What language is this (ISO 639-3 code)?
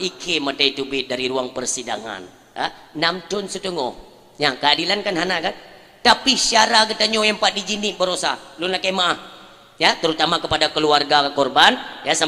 ace